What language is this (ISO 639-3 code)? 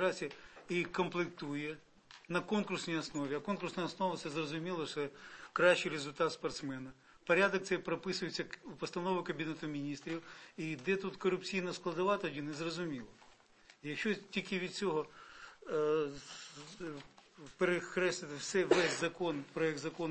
ukr